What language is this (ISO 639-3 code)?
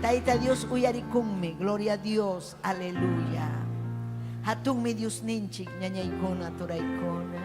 quy